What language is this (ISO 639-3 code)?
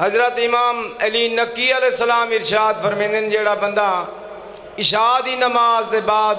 skr